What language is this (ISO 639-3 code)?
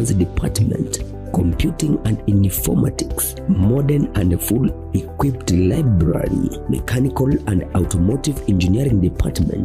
guz